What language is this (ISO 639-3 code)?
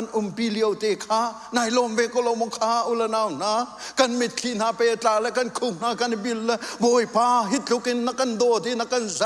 cnh